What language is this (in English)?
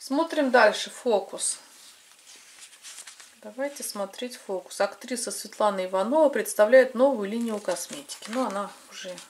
Russian